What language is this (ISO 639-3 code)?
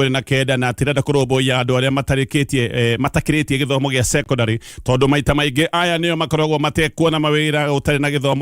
kik